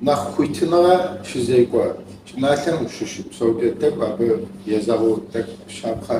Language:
Kabardian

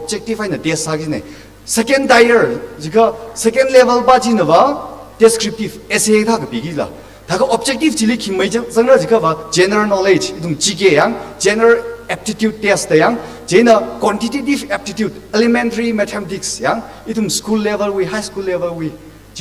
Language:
Tangkhul Naga (India)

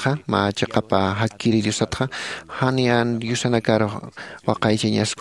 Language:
Aymara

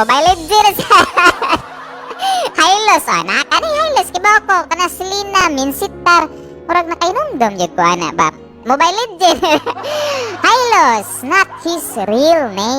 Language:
Cebuano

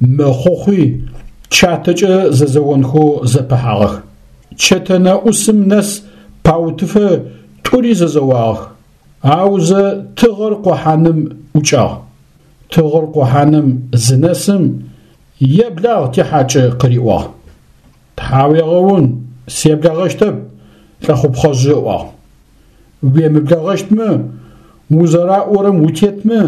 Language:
Adyghe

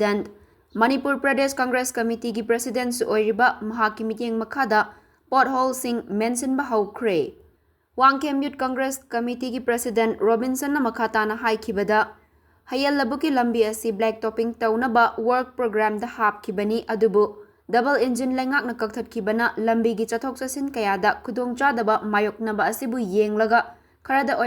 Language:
Manipuri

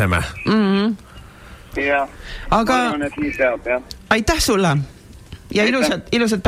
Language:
Estonian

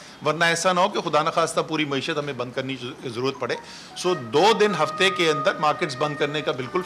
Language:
Urdu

